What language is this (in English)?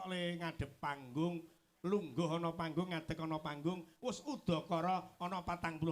Javanese